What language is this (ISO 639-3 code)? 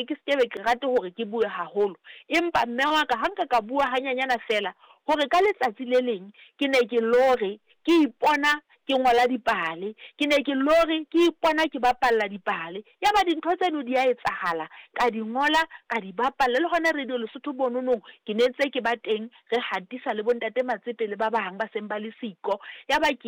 sot